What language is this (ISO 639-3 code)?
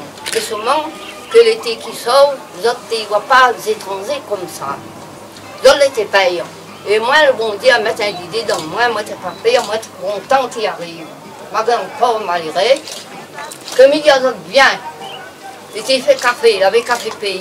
rcf